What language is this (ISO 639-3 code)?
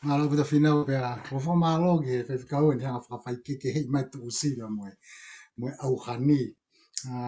ton